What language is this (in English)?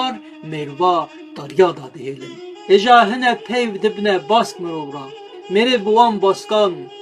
Kurdish